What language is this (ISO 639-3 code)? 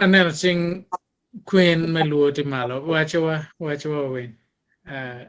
ach